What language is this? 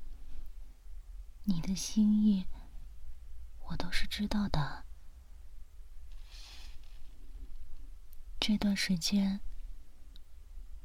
Chinese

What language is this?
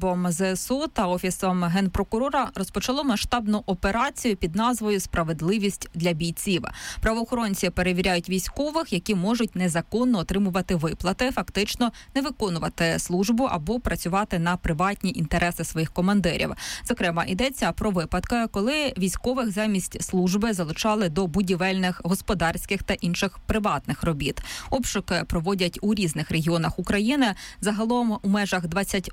Ukrainian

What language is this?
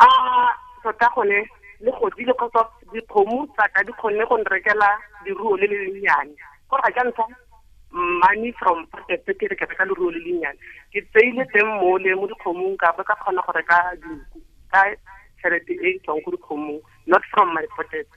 Tswana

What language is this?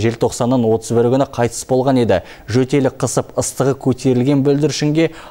Kazakh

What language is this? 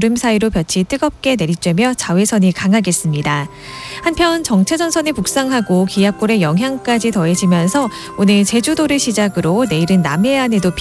Korean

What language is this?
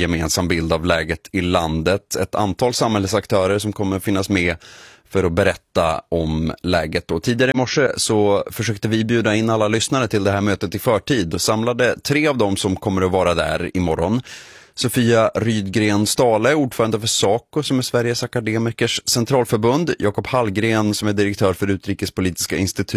Swedish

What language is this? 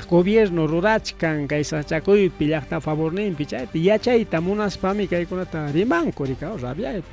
Ayacucho Quechua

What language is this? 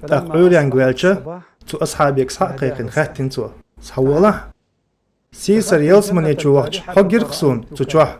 Chechen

